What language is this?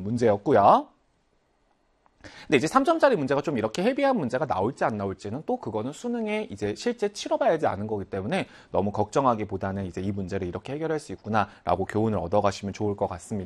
Korean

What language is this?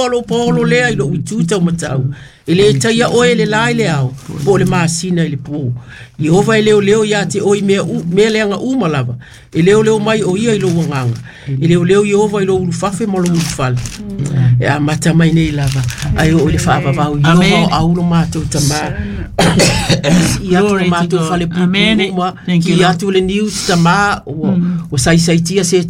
Samoan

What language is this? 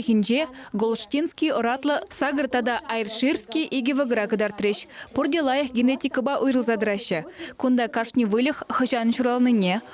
Chuvash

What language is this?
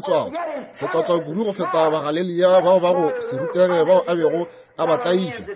Northern Sotho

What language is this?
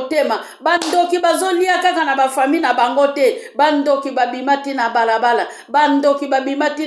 Lingala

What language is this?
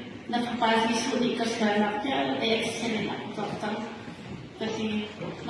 Hakha Chin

